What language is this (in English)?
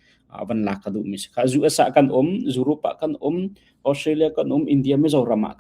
Hakha Chin